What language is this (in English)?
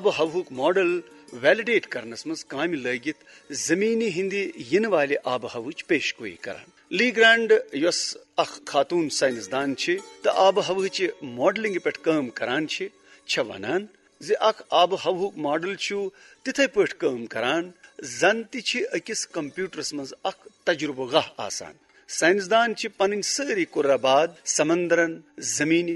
Kashmiri